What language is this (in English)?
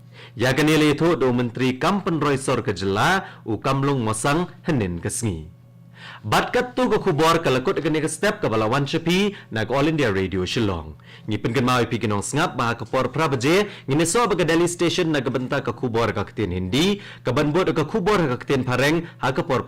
Khasi